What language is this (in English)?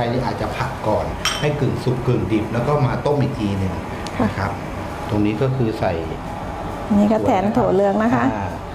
Thai